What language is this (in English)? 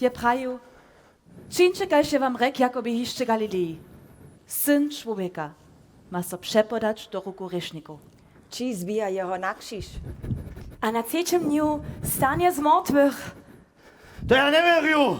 Upper Sorbian